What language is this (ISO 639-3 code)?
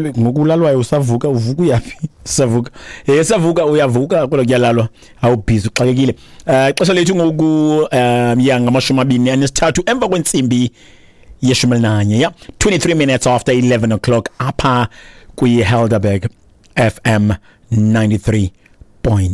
xho